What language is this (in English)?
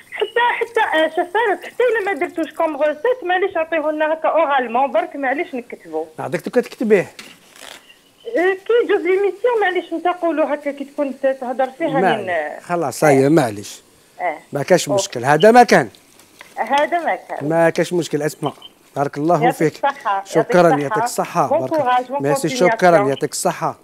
Algerian Arabic